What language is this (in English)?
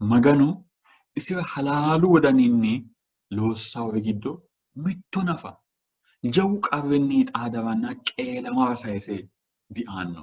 Sidamo